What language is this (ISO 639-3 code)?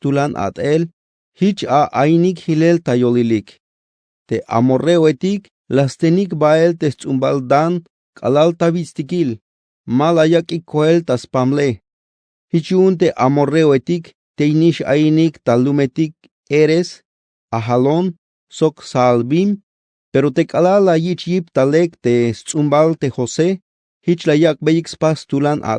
tzh